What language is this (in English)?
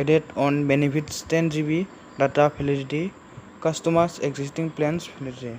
Assamese